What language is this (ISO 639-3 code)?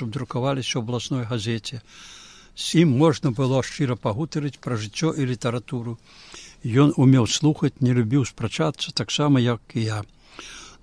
bel